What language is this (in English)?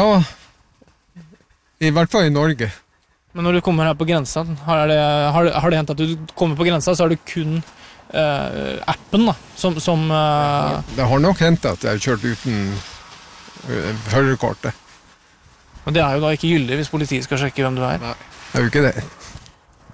Norwegian